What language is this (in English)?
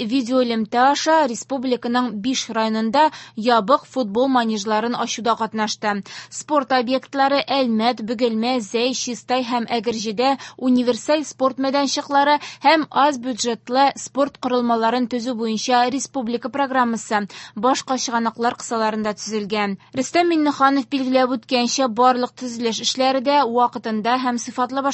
Tatar